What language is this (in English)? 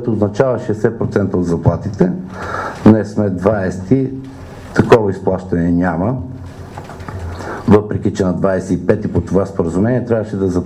Bulgarian